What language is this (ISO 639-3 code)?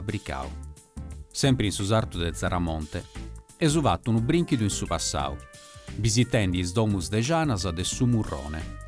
srd